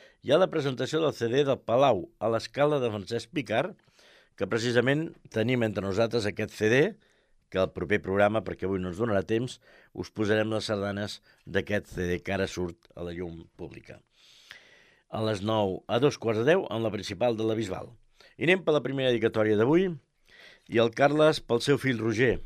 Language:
Catalan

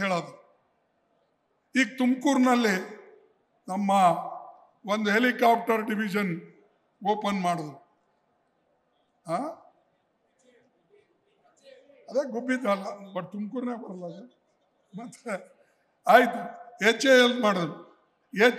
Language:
Kannada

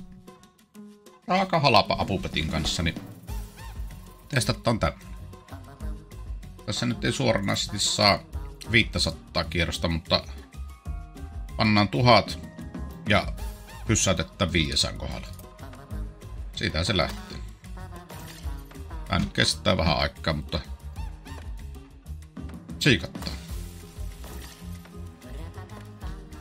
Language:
Finnish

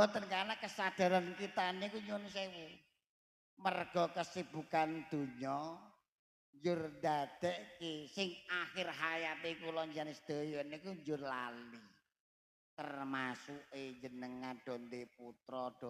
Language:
Javanese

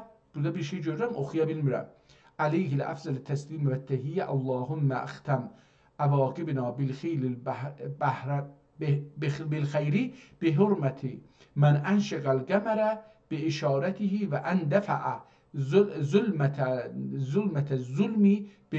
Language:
South Azerbaijani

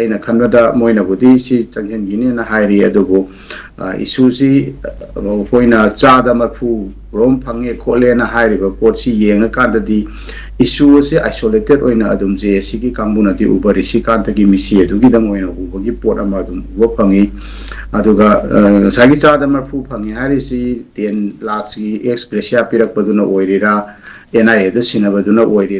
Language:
Manipuri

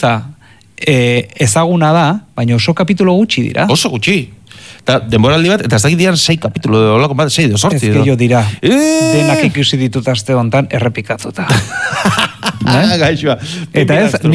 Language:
Basque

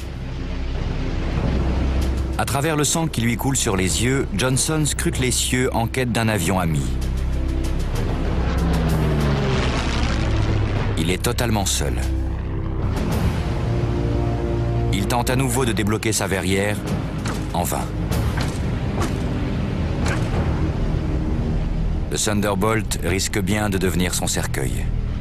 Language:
French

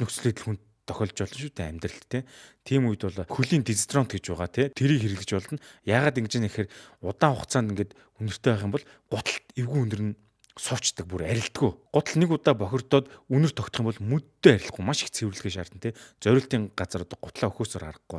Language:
Mongolian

